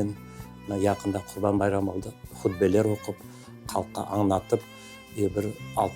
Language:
Crimean Tatar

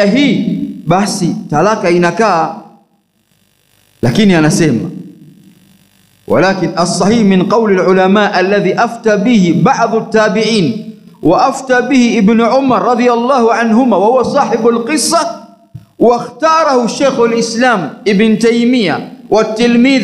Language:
Swahili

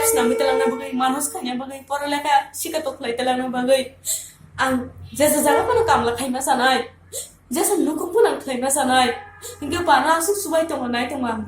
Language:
Kok Borok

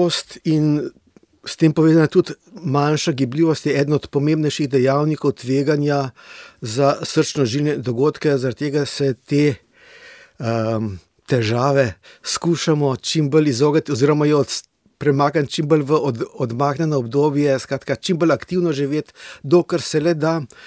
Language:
Slovenian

